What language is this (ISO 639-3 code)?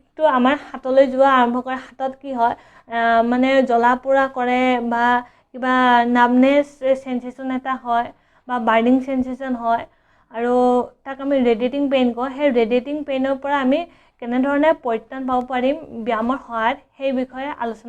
asm